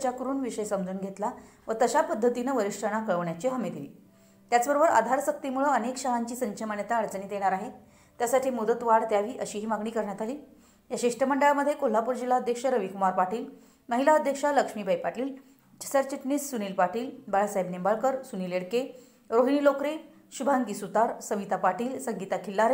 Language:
Marathi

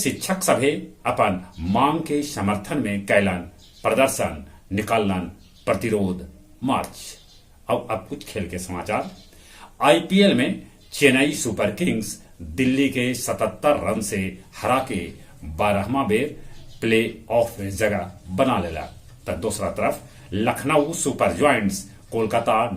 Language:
Magahi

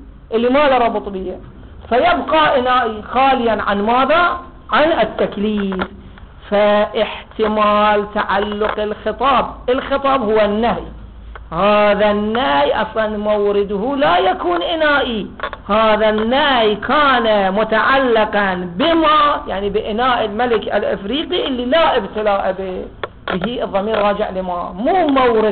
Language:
Arabic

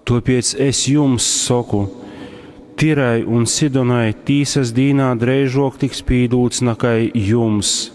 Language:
Latgalian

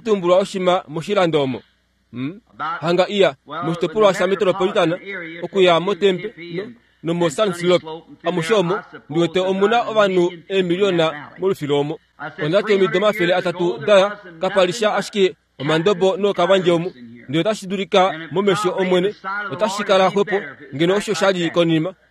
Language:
Kuanyama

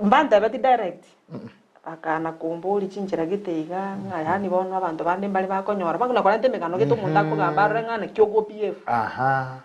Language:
Gusii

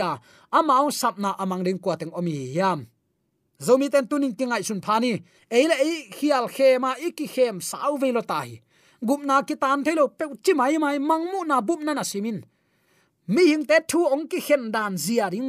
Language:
Tedim Chin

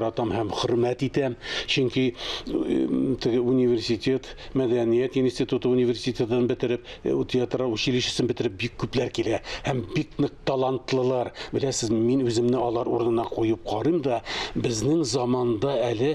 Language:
Tatar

